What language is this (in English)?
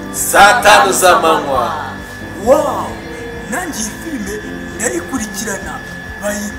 Kinyarwanda